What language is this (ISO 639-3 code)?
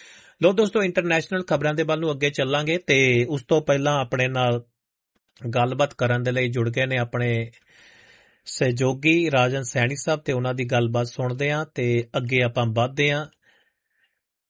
pan